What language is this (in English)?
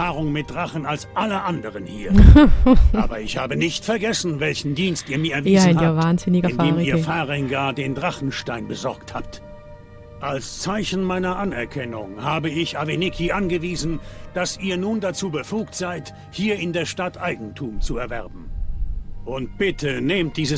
Swiss German